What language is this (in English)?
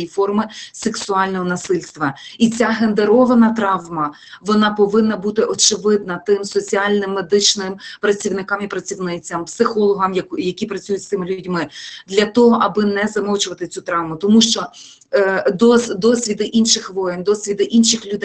Ukrainian